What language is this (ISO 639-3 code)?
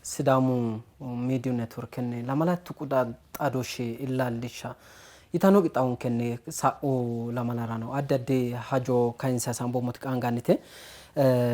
sid